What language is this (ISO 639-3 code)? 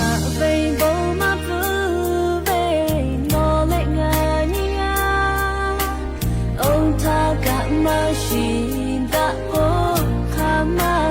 lhu